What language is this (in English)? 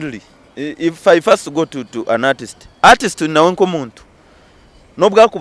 Nyankole